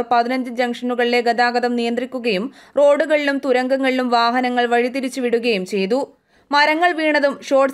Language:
Malayalam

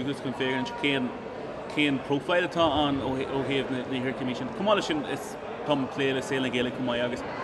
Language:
Irish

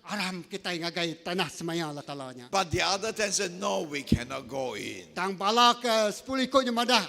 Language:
Iban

